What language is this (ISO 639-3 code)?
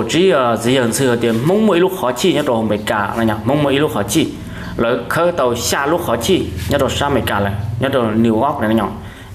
hmn